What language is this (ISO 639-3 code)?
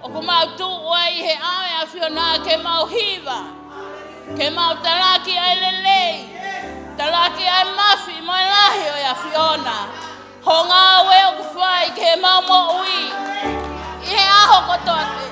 ton